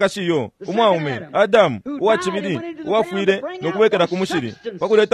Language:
Bemba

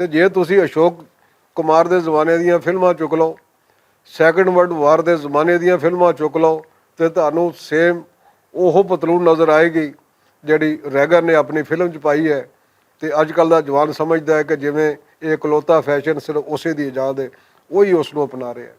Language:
Western Panjabi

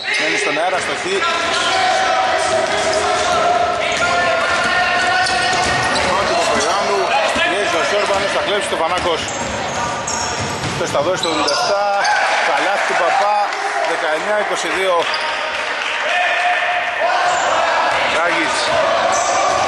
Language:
Greek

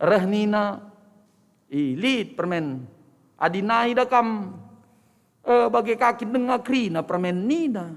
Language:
Batak Karo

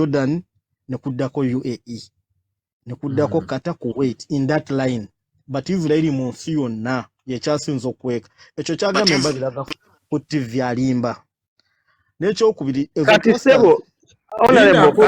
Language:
Ganda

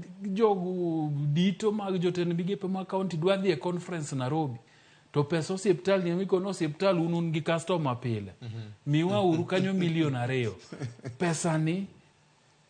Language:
Luo (Kenya and Tanzania)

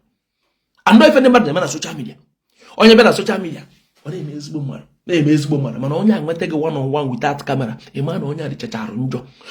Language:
Igbo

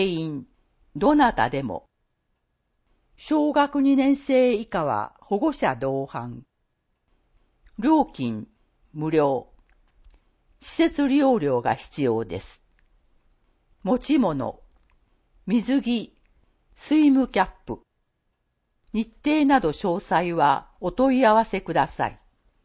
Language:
Japanese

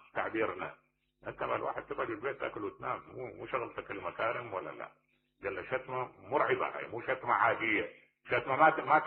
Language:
Mesopotamian Arabic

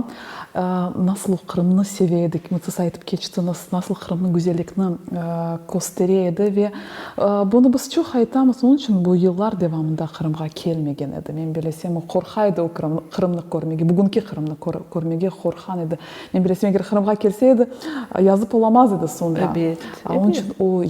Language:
Crimean Tatar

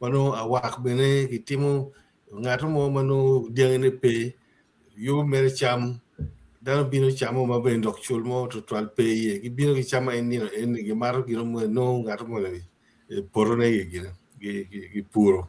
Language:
Acoli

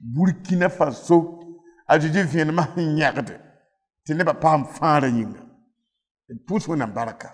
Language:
Mossi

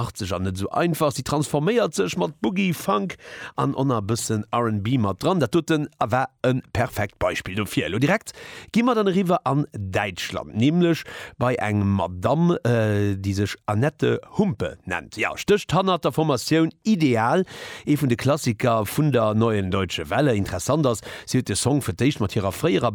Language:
Luxembourgish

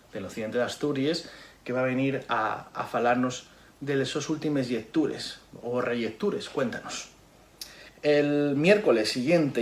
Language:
Asturian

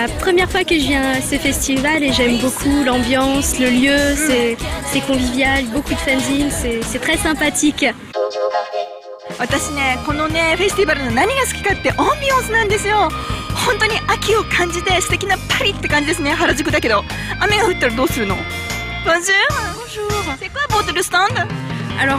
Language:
French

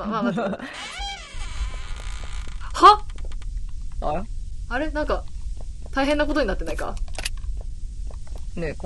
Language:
Japanese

